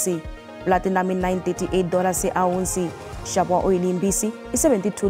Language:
Tsonga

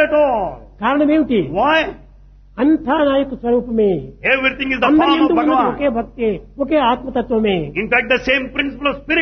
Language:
Telugu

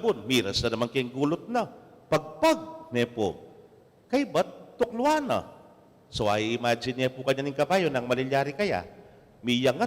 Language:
Pampanga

